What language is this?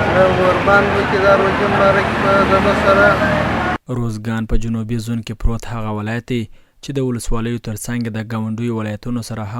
Pashto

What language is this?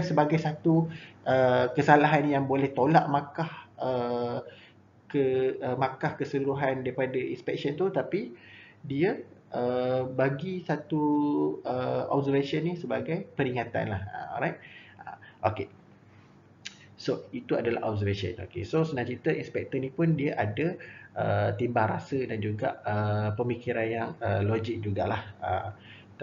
Malay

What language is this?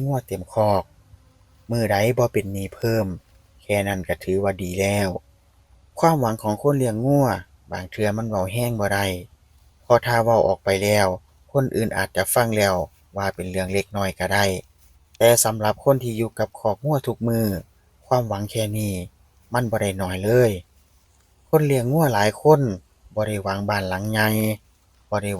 Northeastern Thai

